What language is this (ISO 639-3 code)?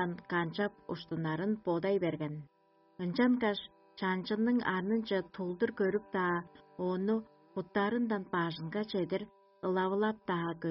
tyv